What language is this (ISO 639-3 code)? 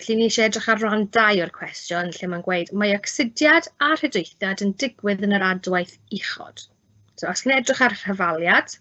cym